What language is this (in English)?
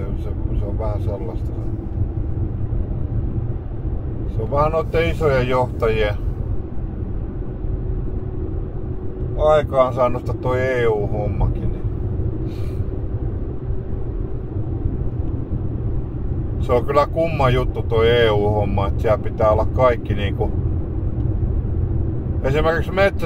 Finnish